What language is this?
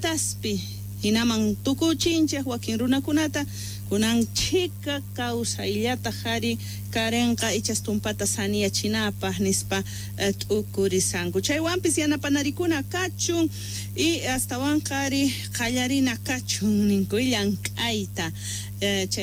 Quechua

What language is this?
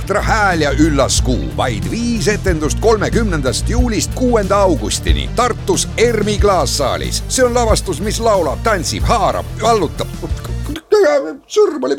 Estonian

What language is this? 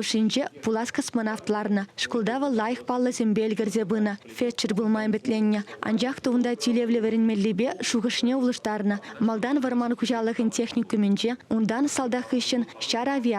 Chuvash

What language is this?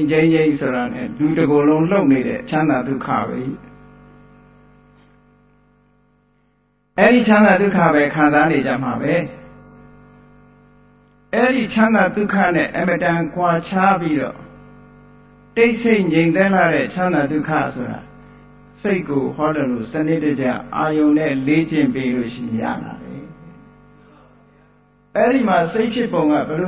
Burmese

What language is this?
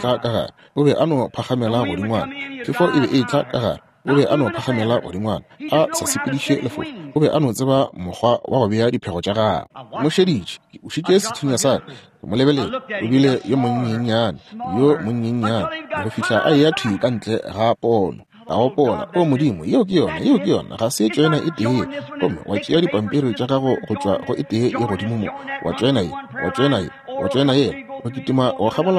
Northern Sotho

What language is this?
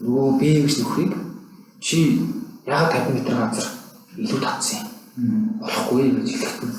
Mongolian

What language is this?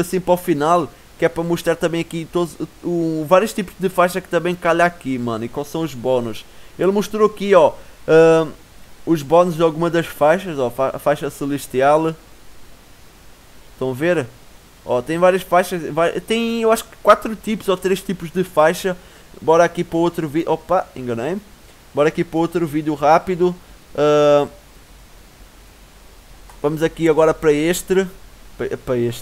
Portuguese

